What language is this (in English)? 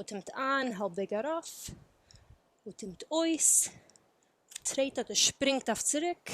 Yiddish